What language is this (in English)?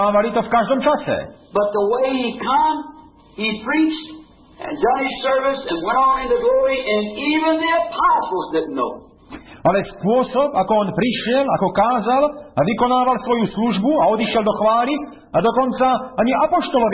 Slovak